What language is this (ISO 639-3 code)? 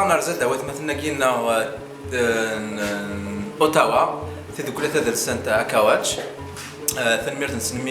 kab